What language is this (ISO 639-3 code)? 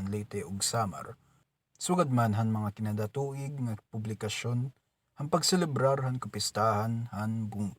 war